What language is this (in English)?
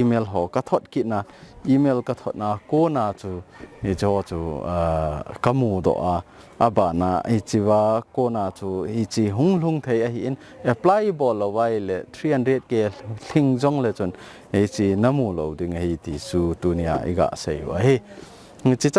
Thado Chin